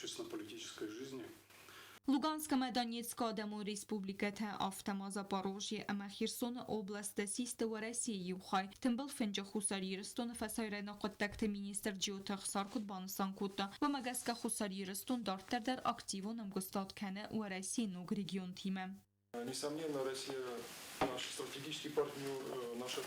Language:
Ossetic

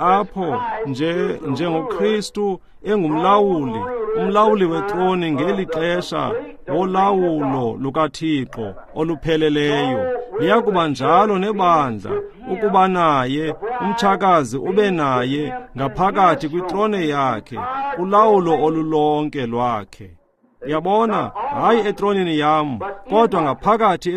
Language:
Xhosa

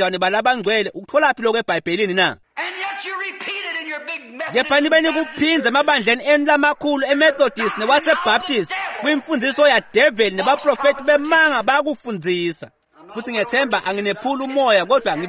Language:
Swati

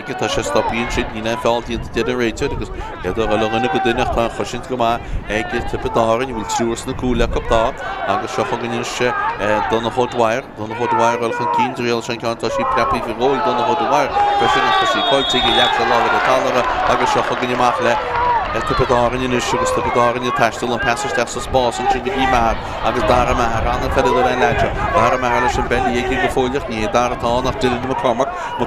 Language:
Irish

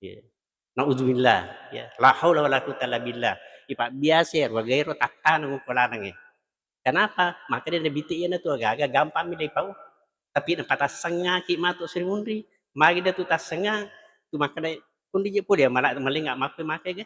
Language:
Buginese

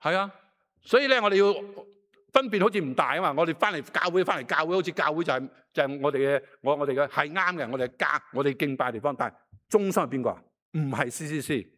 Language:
Cantonese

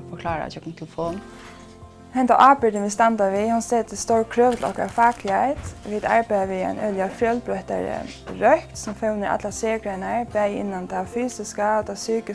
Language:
Faroese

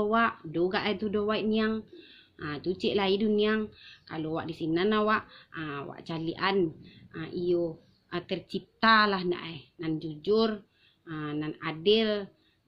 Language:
Minangkabau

